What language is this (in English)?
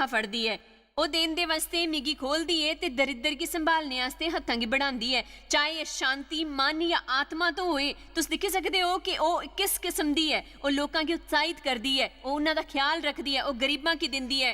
Dogri